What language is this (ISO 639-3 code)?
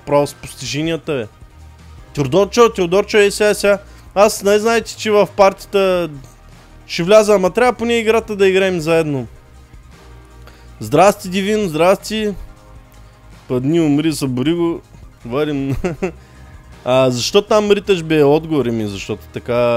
bul